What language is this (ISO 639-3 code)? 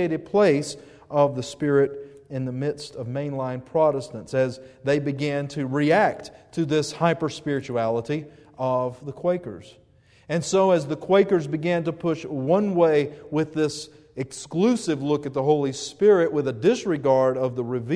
eng